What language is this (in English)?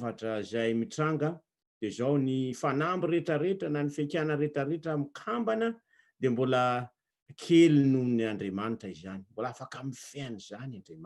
Malagasy